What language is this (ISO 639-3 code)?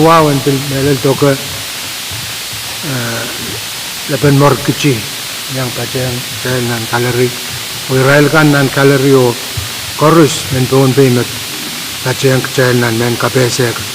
pon